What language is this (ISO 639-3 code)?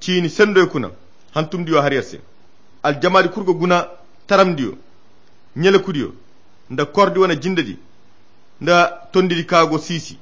khq